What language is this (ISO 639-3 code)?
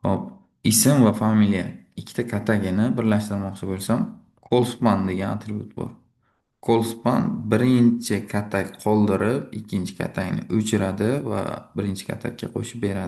uzb